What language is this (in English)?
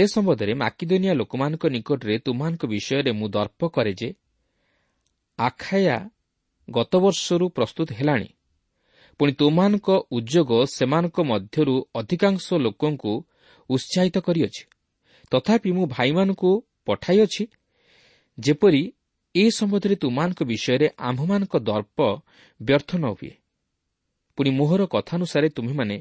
Odia